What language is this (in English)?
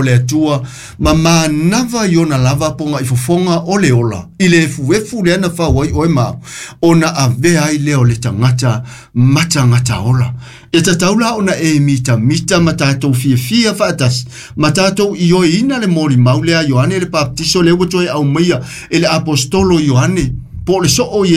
Samoan